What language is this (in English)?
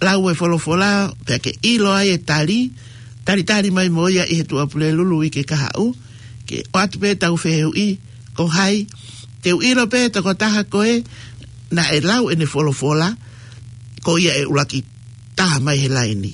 Tongan